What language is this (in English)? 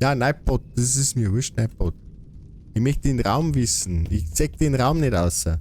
Bavarian